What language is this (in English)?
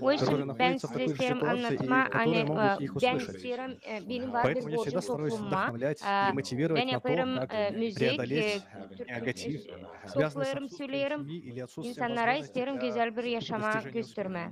Gagauz